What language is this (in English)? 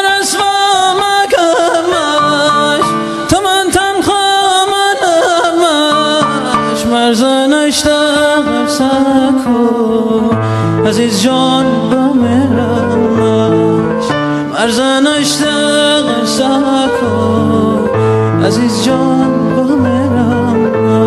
Persian